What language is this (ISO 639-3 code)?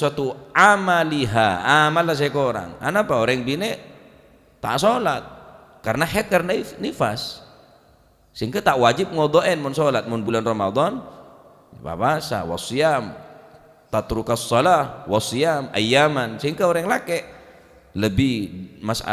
mad